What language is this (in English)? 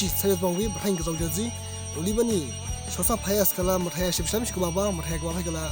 Dimasa